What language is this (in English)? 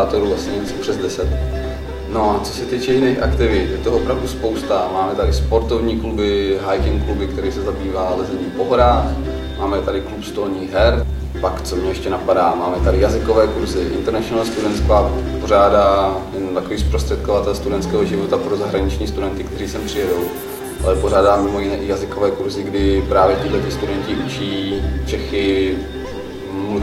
Czech